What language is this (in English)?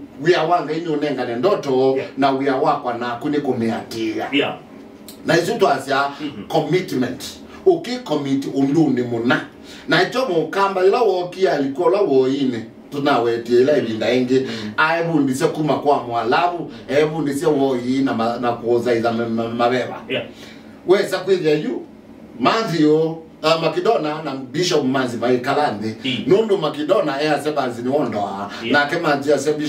Kamba